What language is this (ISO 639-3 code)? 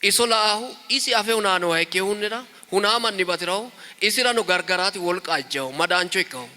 sid